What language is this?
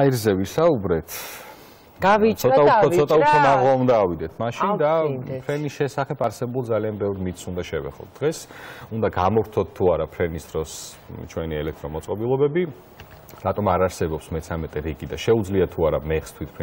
Georgian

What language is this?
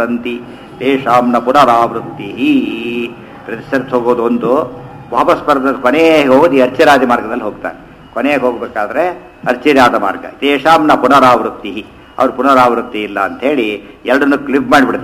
Kannada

